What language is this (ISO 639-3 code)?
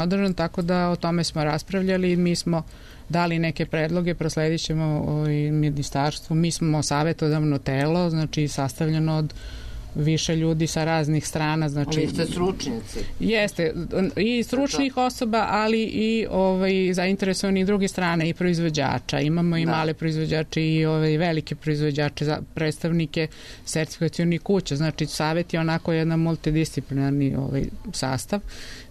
srp